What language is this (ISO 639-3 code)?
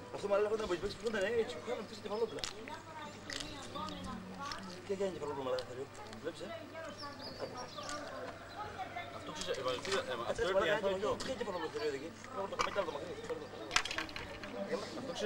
dan